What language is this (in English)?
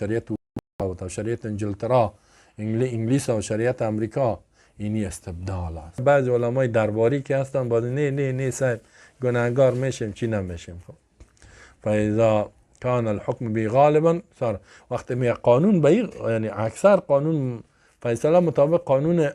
Persian